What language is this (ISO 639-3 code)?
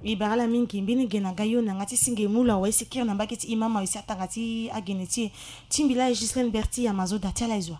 sag